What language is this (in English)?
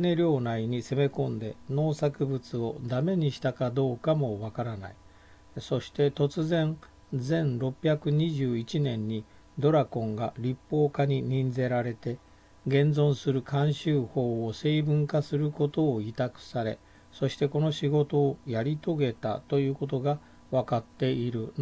Japanese